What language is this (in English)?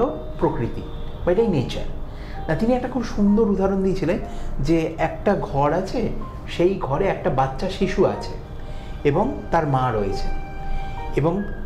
Bangla